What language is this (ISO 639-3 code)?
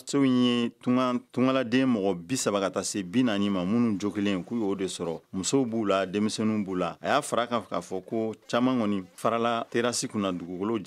bam